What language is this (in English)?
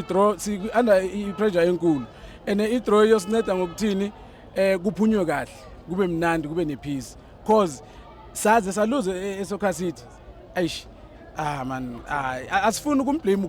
Zulu